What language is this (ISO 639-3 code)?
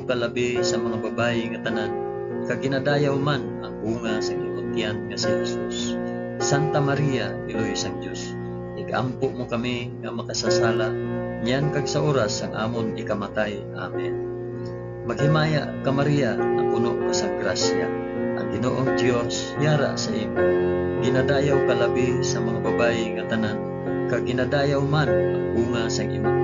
hil